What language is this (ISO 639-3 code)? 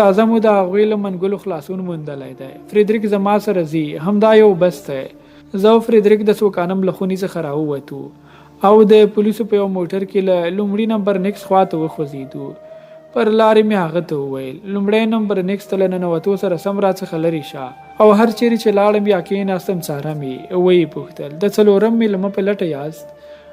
pus